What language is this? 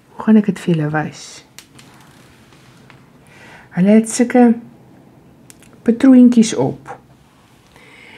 Afrikaans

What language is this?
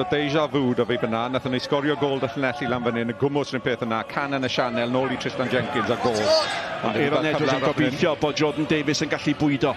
Welsh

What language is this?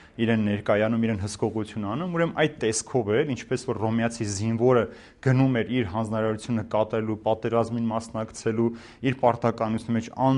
Armenian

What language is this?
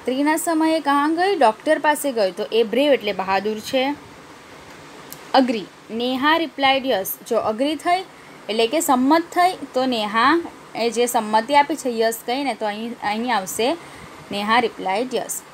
Gujarati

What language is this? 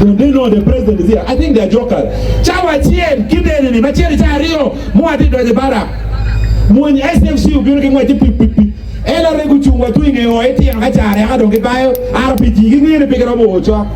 Acoli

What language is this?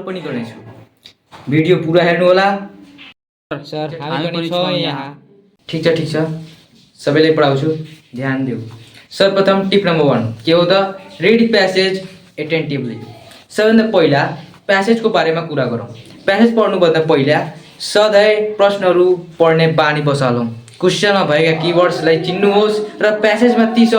Nepali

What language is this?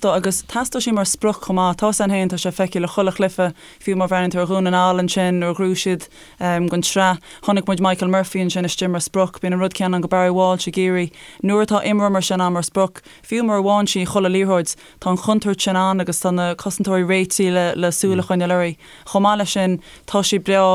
Irish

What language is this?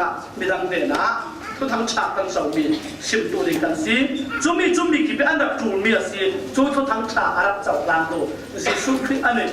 Falam Chin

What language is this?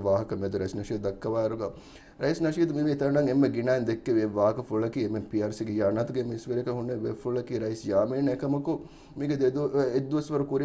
Divehi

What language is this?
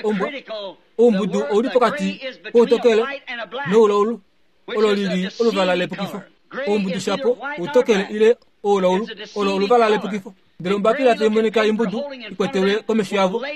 Kuanyama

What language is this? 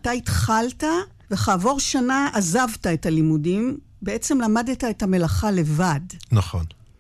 Hebrew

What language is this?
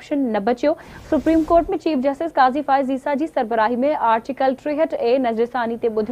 Sindhi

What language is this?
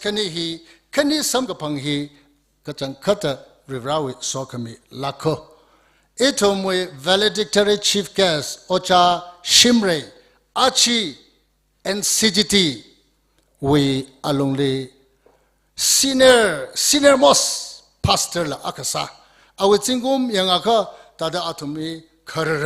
Tangkhul Naga (India)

